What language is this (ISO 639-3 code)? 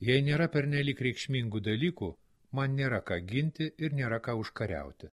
lit